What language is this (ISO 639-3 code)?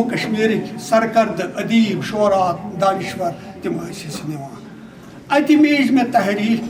kas